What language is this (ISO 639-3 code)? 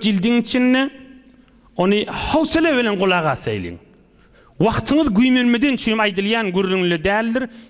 tuk